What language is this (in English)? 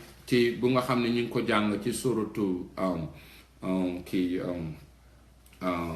Wolof